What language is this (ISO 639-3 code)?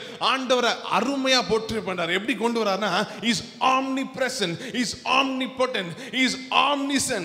tam